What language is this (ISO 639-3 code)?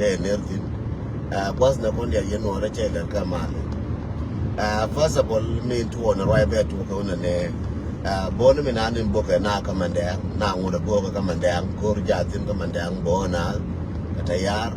nus